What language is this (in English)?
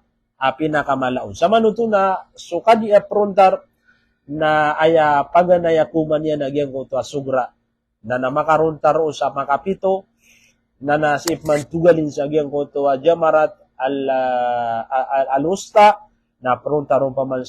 Maranao